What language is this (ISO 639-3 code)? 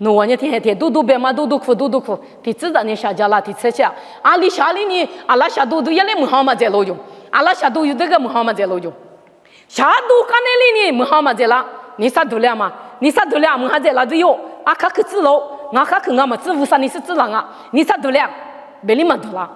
lis